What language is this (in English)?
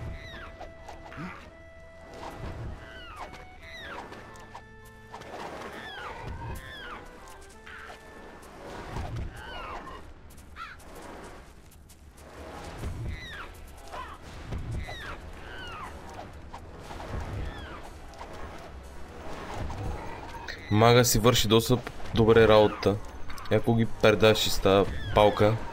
Bulgarian